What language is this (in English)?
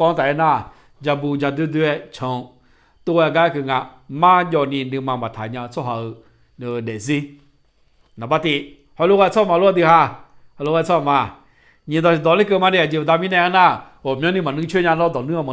Akha